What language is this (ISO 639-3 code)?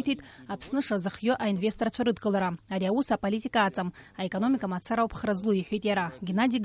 abk